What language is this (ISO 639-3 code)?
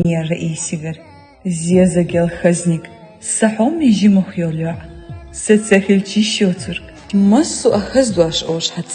che